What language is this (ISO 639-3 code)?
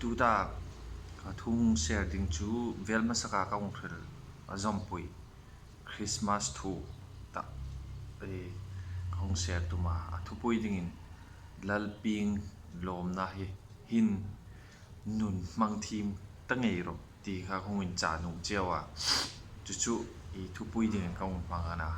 hmr